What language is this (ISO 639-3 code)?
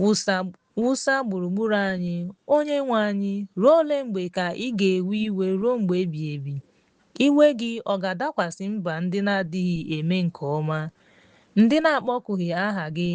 ibo